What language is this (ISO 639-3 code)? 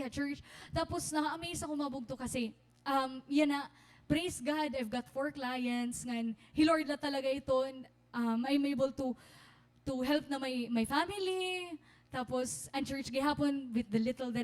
war